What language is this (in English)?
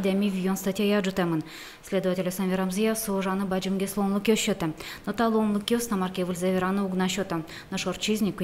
Udmurt